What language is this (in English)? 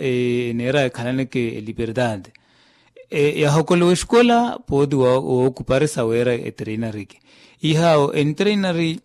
Makhuwa